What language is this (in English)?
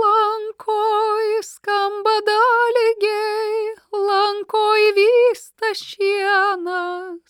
Lithuanian